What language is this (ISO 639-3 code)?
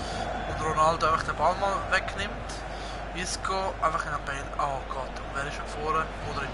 gsw